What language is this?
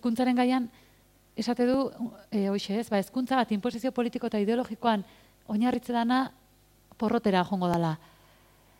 Basque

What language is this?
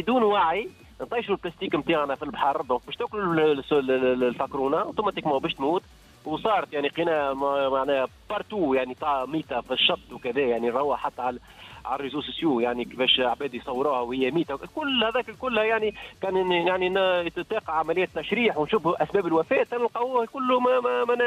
Tunisian Arabic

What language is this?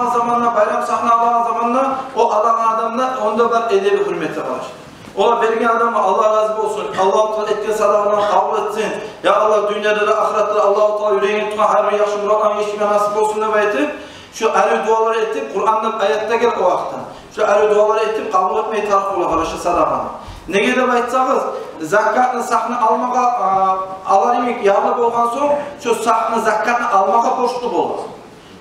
Kumyk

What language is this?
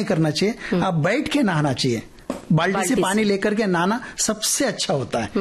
Hindi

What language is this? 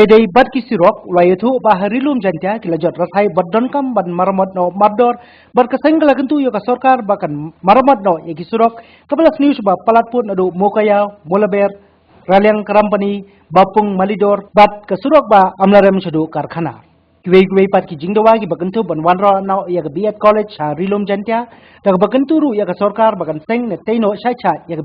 Khasi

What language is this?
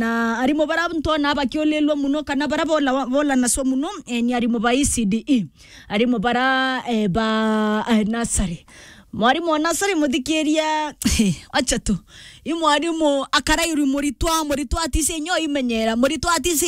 Meru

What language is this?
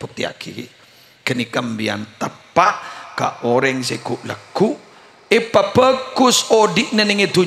Madurese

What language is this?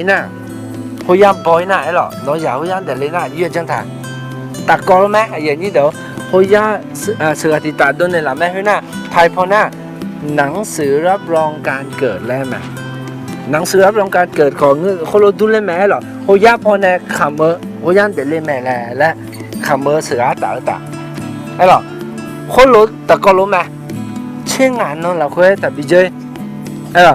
Akha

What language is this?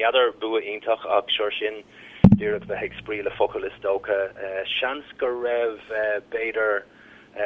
Irish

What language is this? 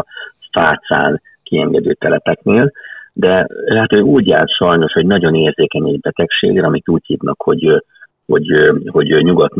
Hungarian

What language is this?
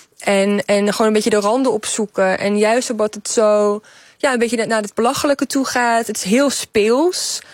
Dutch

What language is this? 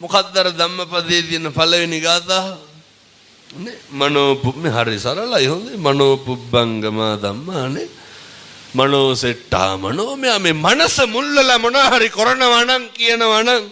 Sinhala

